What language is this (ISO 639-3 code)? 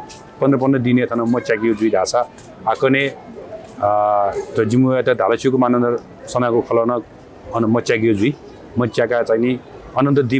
new